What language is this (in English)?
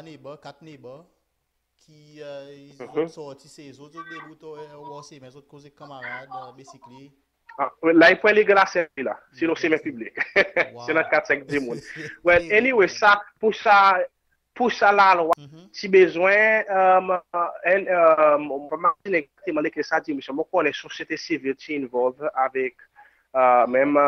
Seselwa Creole French